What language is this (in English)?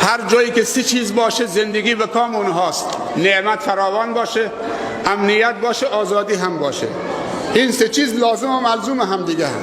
Persian